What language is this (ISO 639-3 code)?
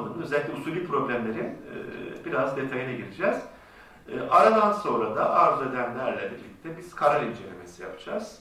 tur